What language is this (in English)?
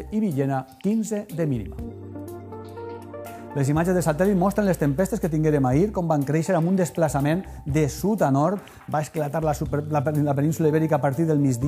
Catalan